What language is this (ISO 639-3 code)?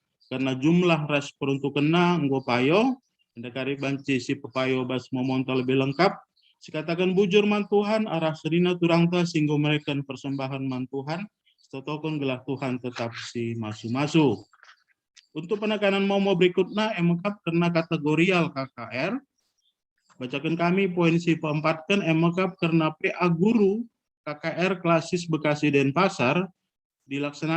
btx